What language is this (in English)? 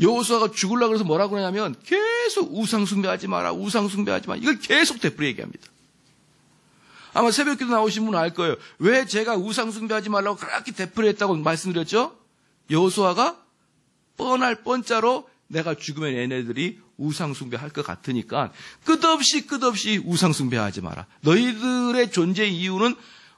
Korean